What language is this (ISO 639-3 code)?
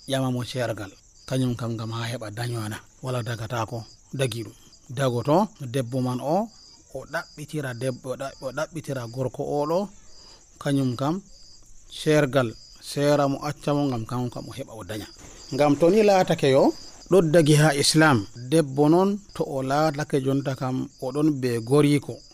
fuv